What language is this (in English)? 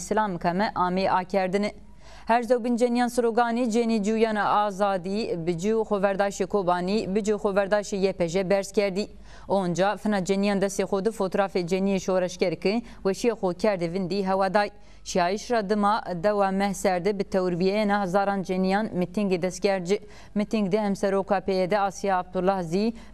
Zaza